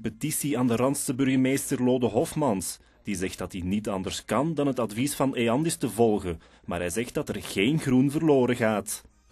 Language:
Dutch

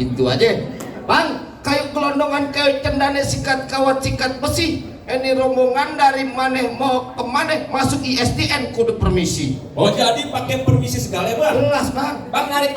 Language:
Betawi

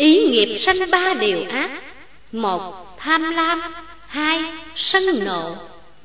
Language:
Vietnamese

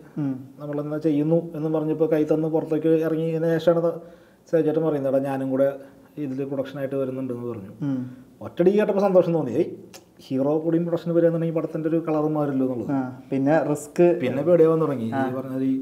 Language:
Malayalam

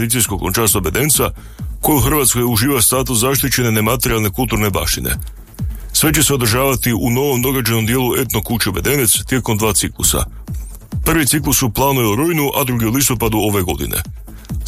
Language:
Croatian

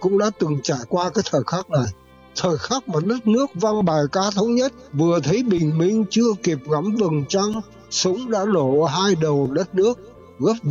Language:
Vietnamese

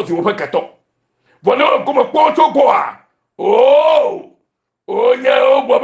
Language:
Ewe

